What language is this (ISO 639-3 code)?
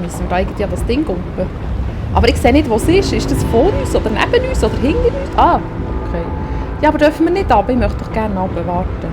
gsw